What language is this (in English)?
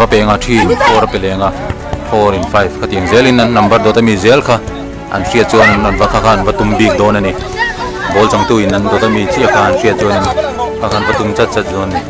Mizo